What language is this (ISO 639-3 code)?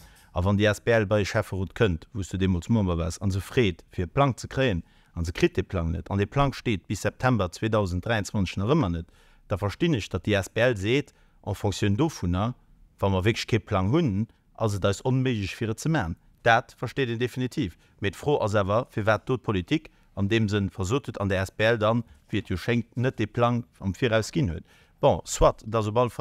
ltz